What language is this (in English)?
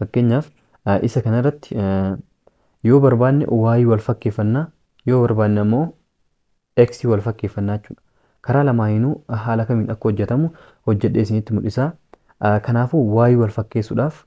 Oromo